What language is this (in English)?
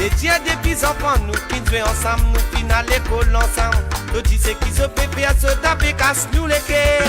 Morisyen